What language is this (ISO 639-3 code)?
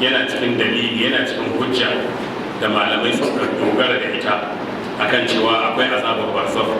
hau